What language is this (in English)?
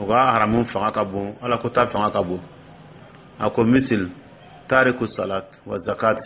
Dyula